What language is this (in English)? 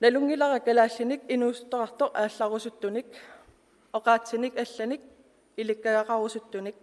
Kalaallisut